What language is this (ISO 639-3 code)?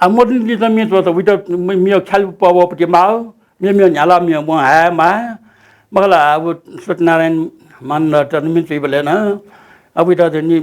new